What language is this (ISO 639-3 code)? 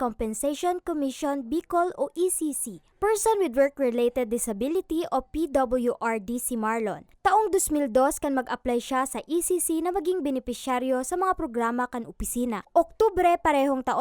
bik